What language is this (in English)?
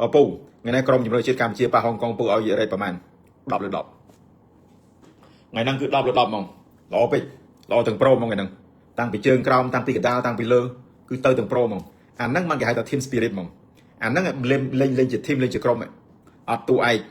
Khmer